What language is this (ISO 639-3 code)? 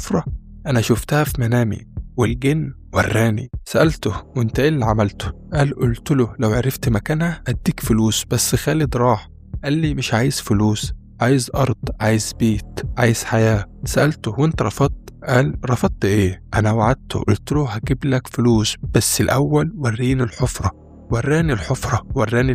arz